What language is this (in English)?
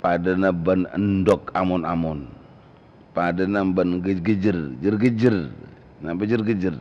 Madurese